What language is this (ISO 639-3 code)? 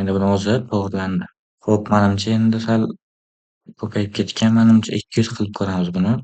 uzb